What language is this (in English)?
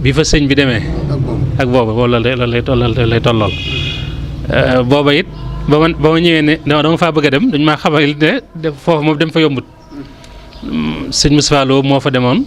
Wolof